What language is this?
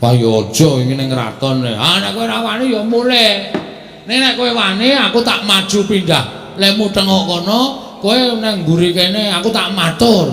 Javanese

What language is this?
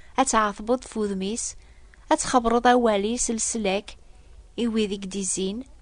Kabyle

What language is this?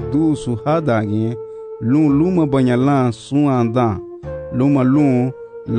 Garifuna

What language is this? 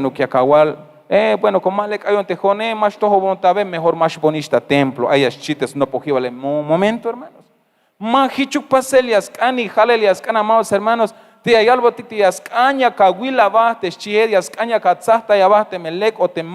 Tzeltal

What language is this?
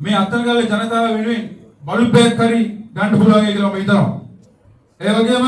Sinhala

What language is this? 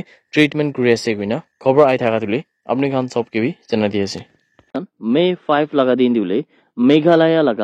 Naga Pidgin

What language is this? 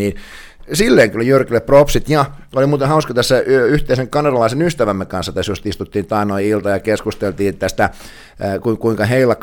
Finnish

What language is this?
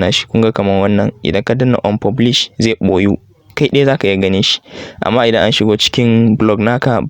Hausa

